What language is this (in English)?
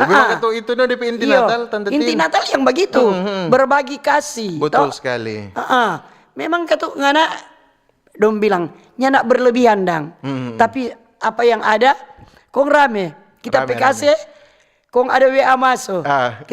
Manado Malay